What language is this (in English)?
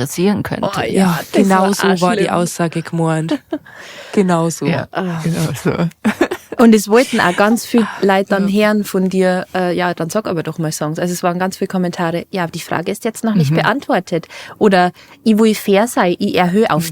Bavarian